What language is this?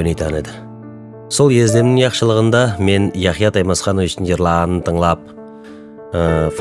Nogai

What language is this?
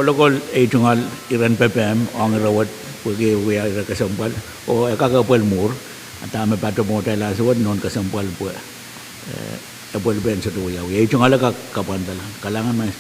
Pohnpeian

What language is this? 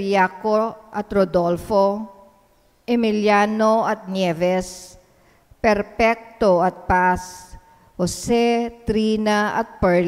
Pampanga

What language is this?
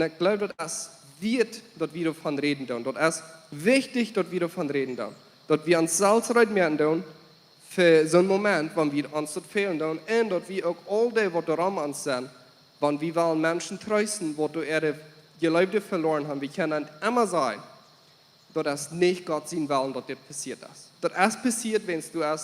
Plautdietsch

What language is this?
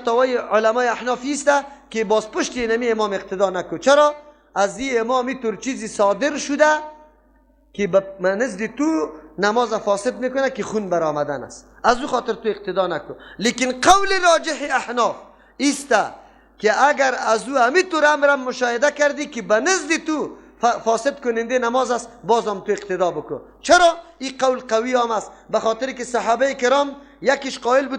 Persian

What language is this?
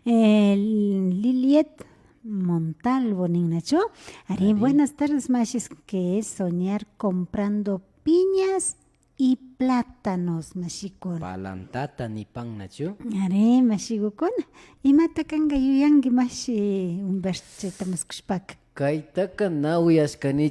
Imbabura Highland Quichua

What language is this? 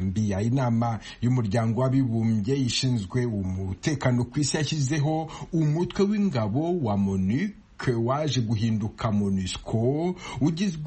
Kinyarwanda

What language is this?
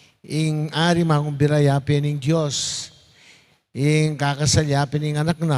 Pampanga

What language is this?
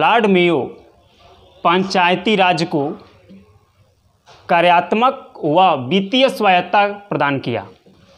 Hindi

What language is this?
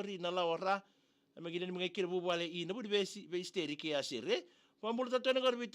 Fijian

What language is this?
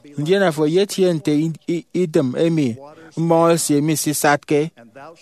Efik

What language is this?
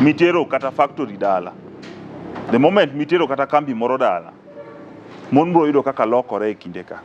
Luo (Kenya and Tanzania)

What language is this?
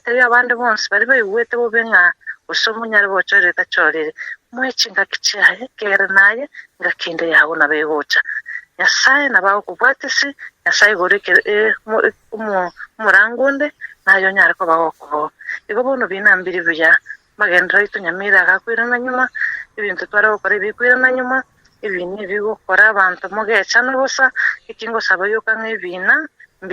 Gusii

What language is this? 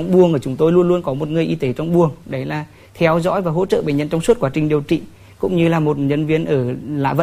Vietnamese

